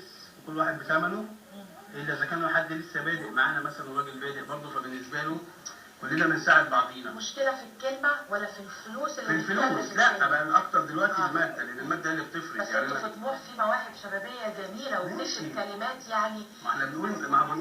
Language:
Egyptian Arabic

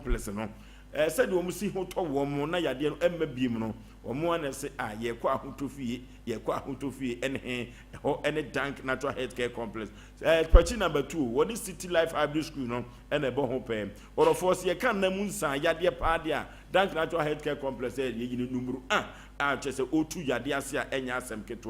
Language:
Akan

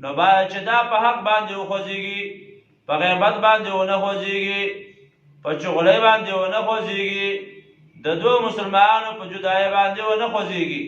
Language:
Pashto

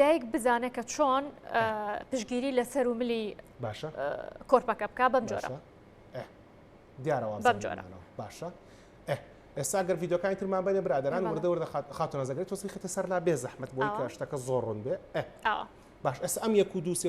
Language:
Central Kurdish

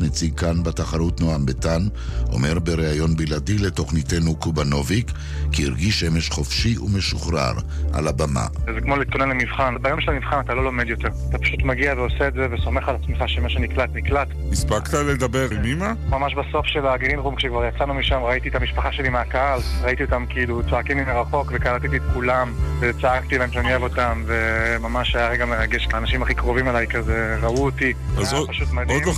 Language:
Hebrew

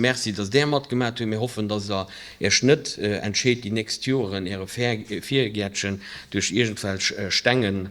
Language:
Luxembourgish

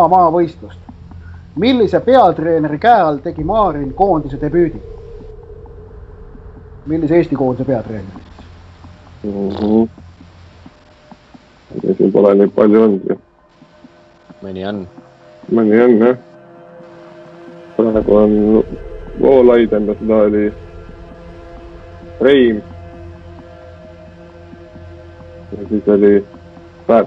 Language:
Estonian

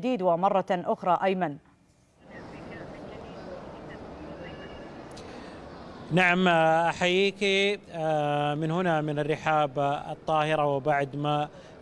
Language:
Arabic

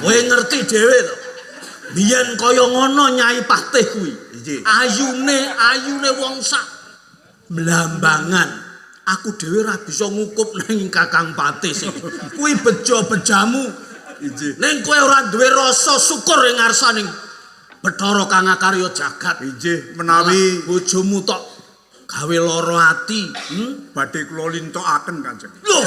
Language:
Javanese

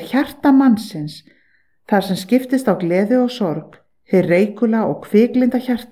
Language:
Icelandic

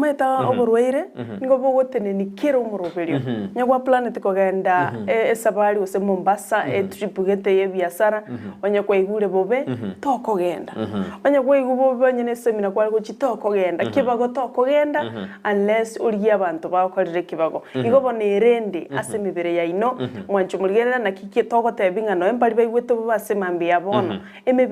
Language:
Gusii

